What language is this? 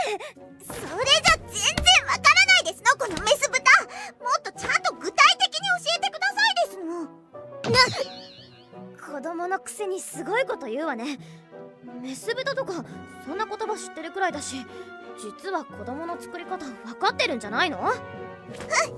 Japanese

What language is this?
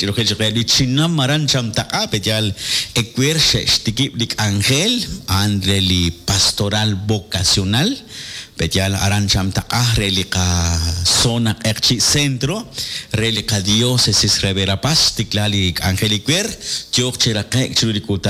Kekchí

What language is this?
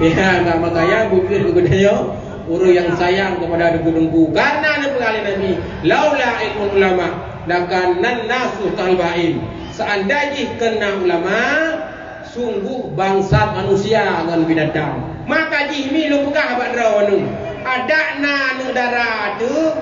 Achinese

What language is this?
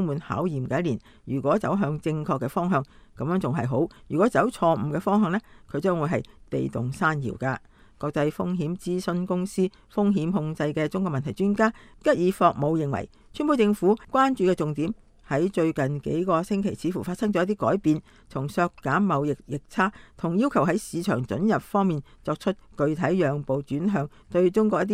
Cantonese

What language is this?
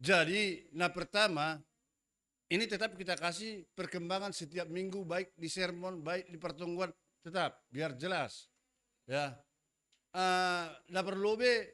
Batak Simalungun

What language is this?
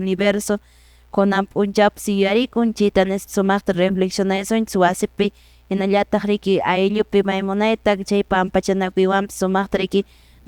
Quechua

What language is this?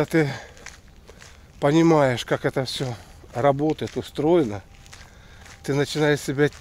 Russian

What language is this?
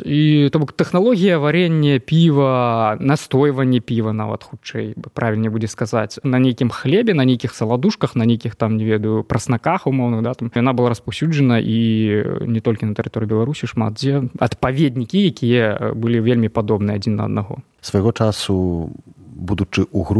Belarusian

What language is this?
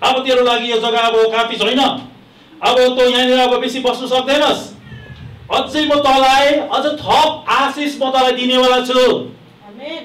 Nepali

